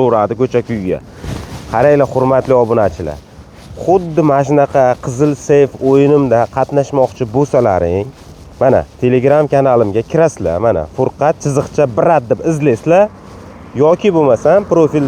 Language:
Uzbek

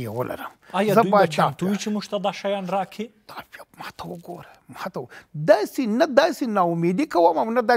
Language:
Pashto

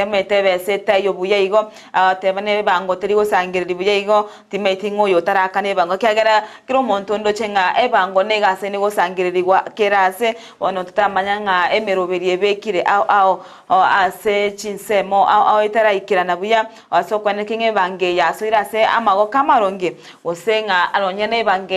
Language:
Gusii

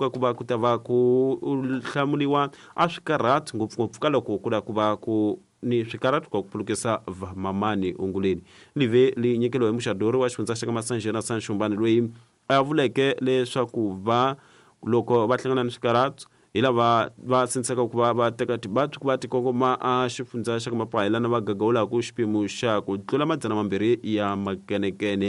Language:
Tsonga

